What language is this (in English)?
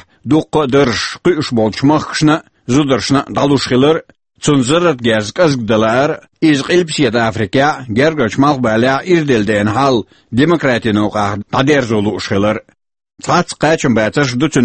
Chechen